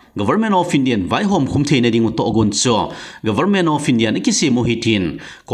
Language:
Thado Chin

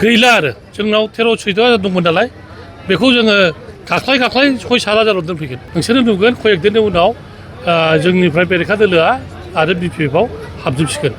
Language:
Bodo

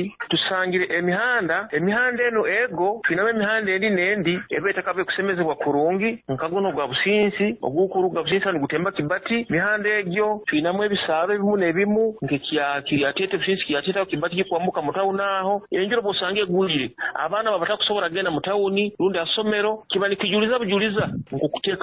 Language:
Nyoro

